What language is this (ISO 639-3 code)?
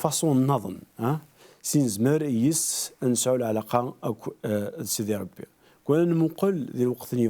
kab